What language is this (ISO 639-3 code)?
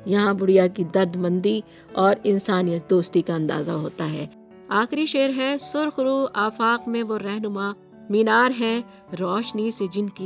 urd